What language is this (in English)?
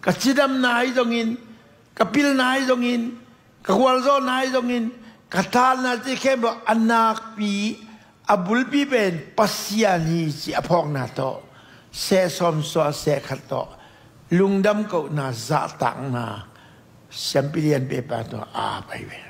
Tedim Chin